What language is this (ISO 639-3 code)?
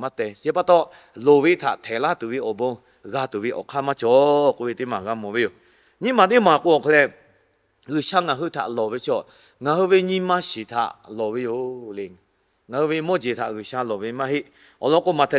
lhu